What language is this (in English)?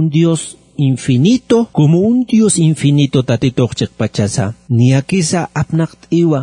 Aymara